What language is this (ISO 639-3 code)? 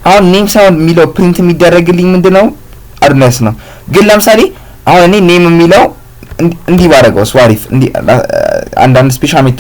amh